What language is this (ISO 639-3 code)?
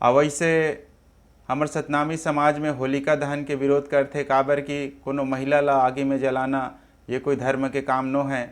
hne